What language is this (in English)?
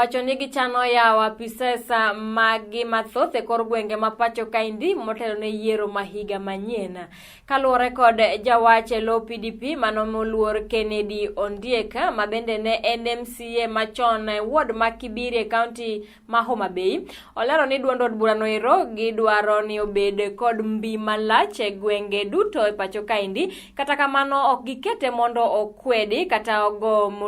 Luo (Kenya and Tanzania)